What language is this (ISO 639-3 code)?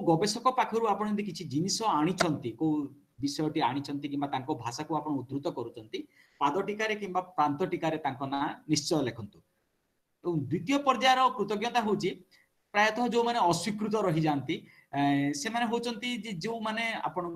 ori